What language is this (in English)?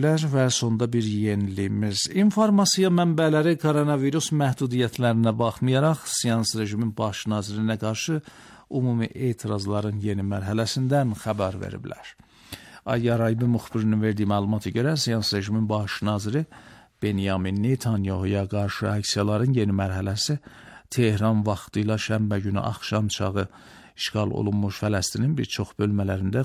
Azerbaijani